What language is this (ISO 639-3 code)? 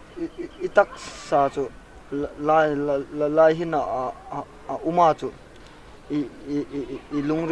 hmr